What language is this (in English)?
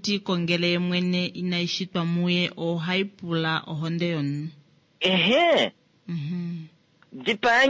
Kuanyama